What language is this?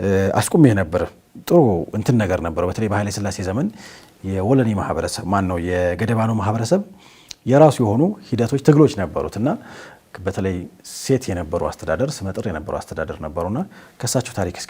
Amharic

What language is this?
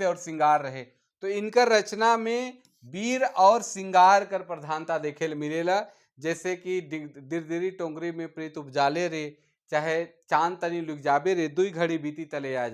Sadri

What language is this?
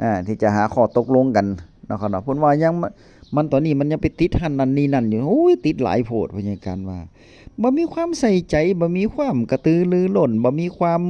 Northeastern Thai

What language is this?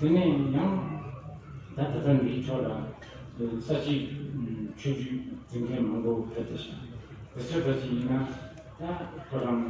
Tibetan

